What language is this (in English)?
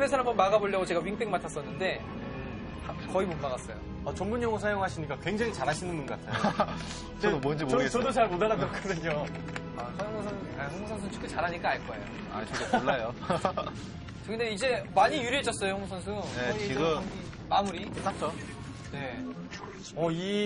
Korean